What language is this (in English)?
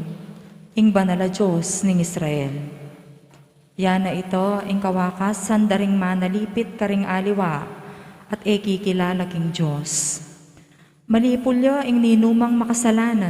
Pampanga